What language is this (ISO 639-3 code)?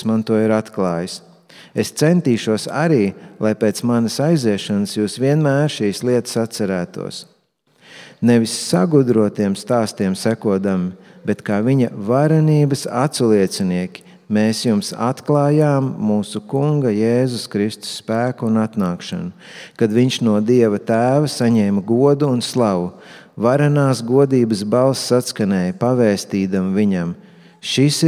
lav